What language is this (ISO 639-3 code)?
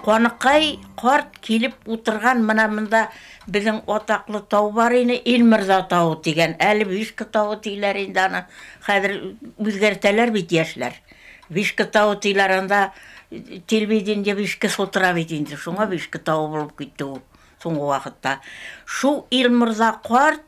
bak